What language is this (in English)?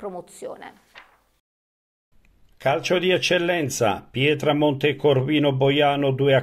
Italian